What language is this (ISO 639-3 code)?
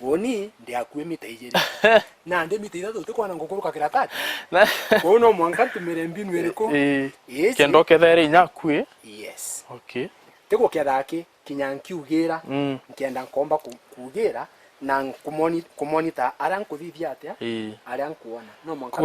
mer